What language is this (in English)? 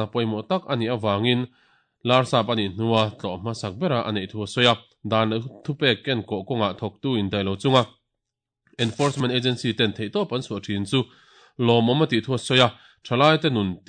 Mizo